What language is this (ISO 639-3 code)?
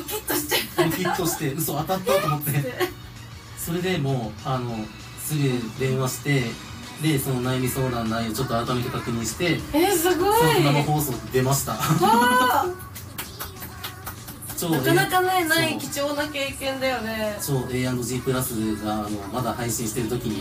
jpn